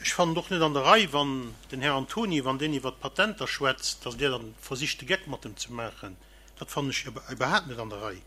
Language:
Luxembourgish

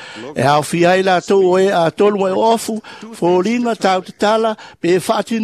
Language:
Samoan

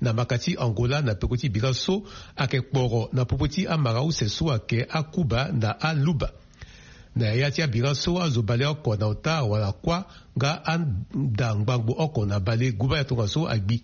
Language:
Sango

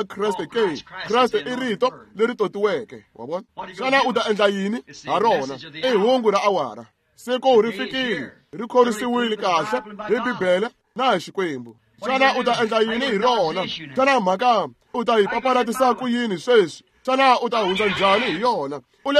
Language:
Tsonga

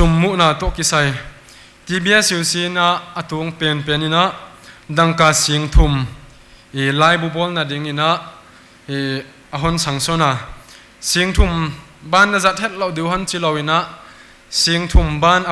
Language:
Paite Chin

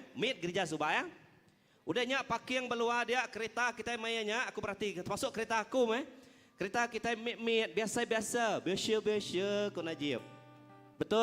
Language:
Iban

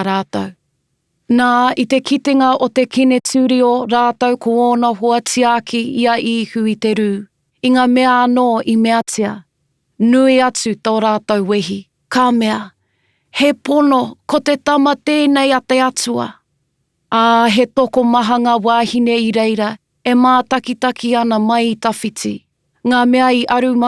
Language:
Māori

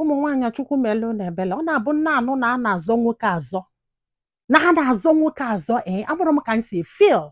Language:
Igbo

